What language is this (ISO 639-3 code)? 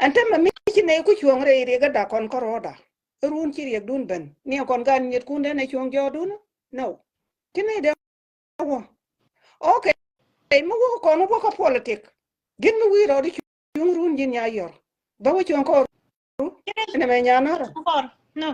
nus